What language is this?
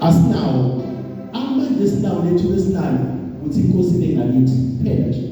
Zulu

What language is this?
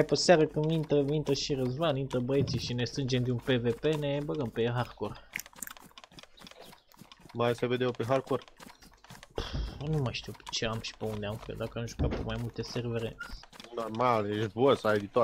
Romanian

